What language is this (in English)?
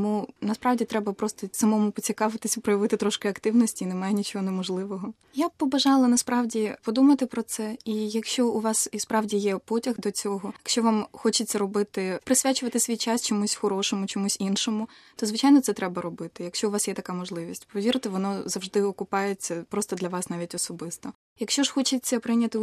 Ukrainian